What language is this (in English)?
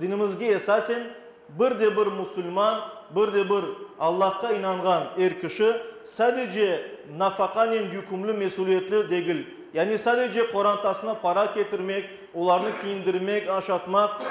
Crimean Tatar